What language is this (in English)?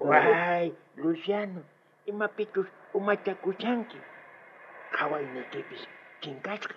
South Bolivian Quechua